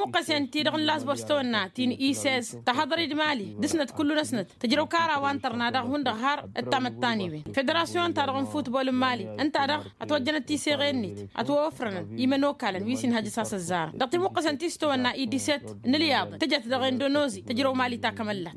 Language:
Tamasheq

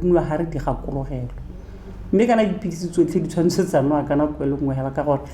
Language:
Tswana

